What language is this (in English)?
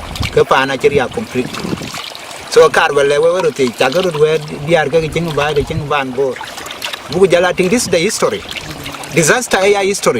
Dinka